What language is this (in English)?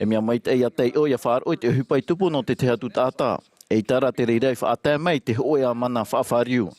Tahitian